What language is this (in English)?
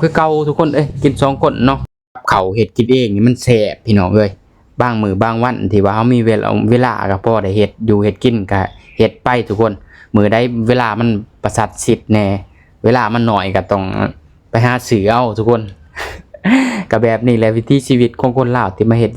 Lao